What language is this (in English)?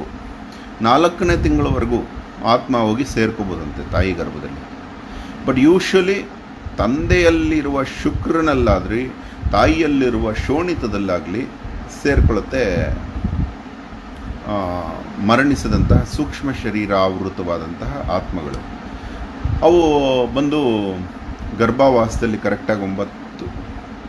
Kannada